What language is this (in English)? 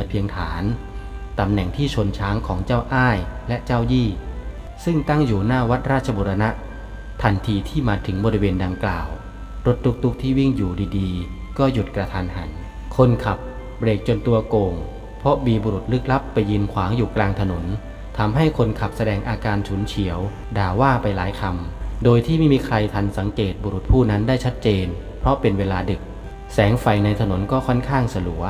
Thai